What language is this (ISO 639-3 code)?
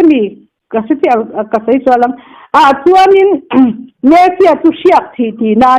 lus